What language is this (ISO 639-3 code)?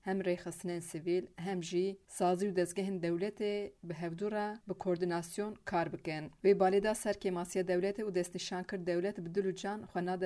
kur